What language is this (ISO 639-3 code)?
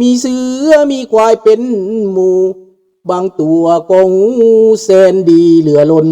lao